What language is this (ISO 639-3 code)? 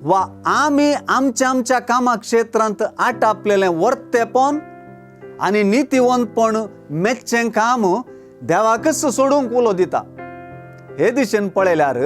kok